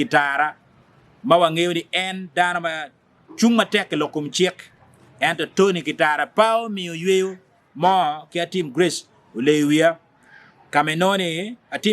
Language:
Acoli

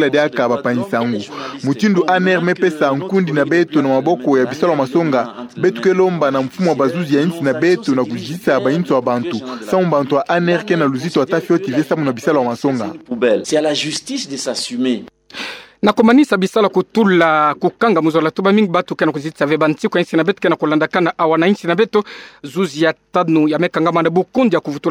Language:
Kituba (Democratic Republic of Congo)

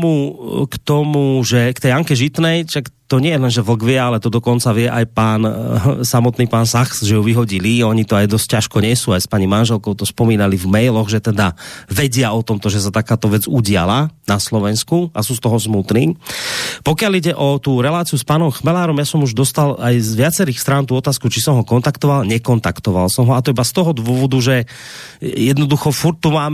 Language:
Slovak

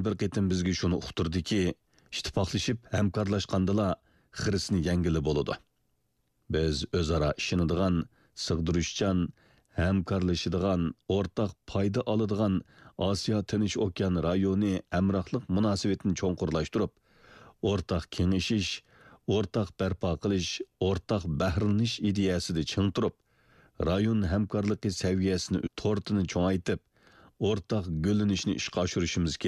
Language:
Uyghur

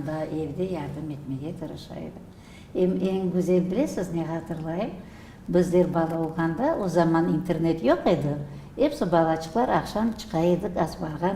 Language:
Crimean Tatar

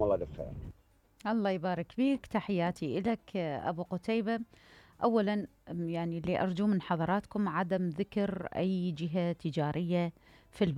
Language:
Mesopotamian Arabic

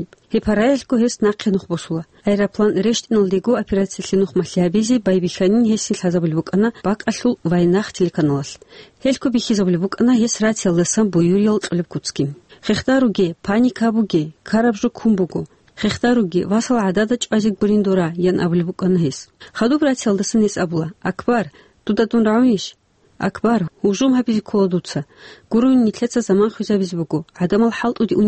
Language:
Avaric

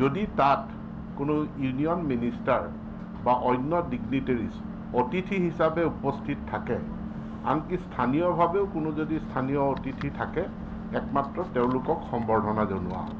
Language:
Assamese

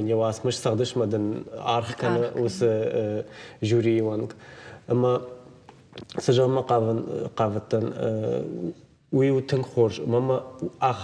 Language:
Ossetic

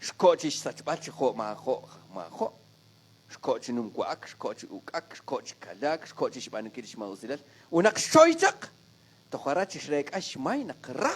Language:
Kekchí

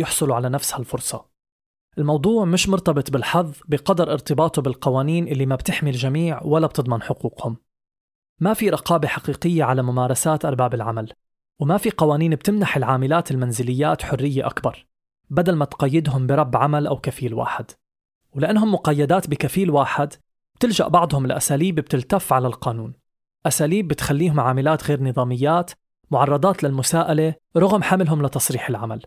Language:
North Levantine Arabic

